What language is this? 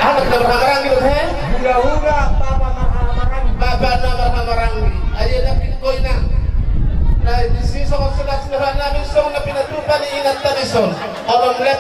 Batak Toba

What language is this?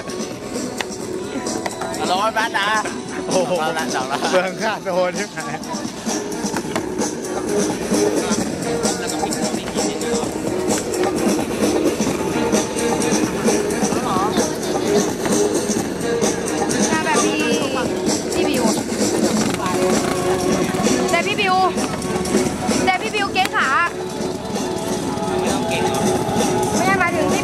Thai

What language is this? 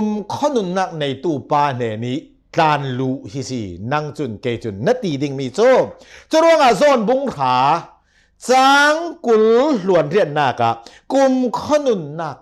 Hakha Chin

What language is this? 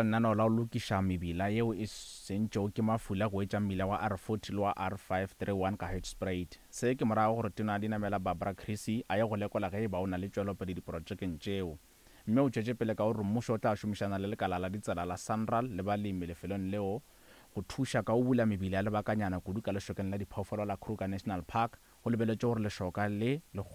Northern Sotho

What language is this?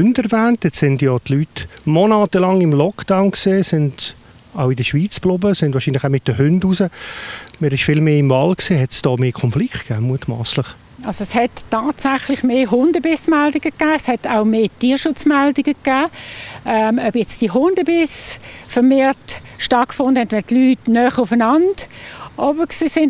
Swiss German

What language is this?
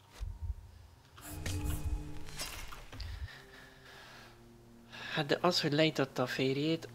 Hungarian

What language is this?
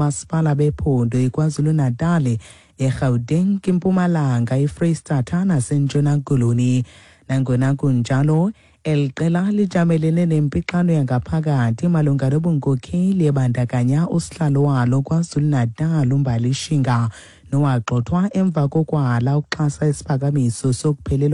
Xhosa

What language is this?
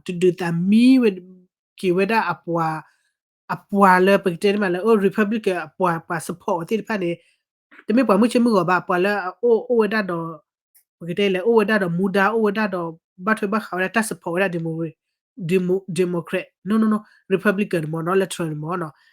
S'gaw Karen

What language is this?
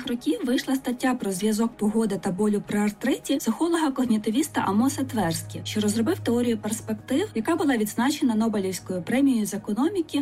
Ukrainian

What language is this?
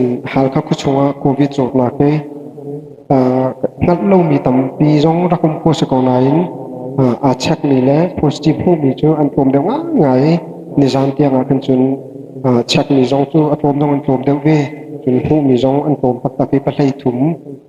Hakha Chin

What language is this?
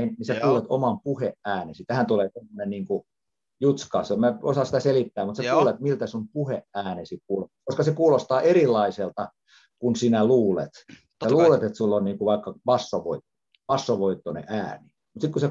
Finnish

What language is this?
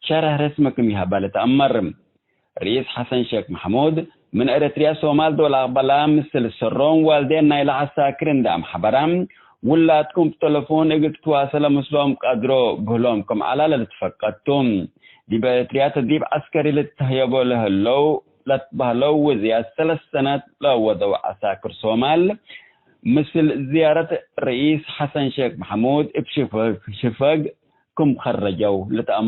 Tigre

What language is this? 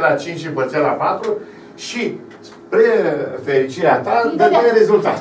Romanian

